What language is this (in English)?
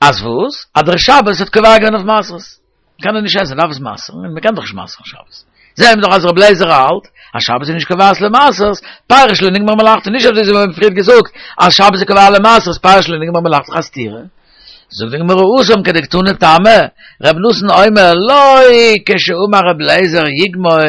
Yiddish